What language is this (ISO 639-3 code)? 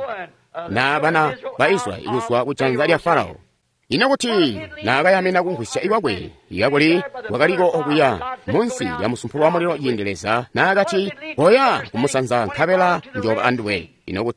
toi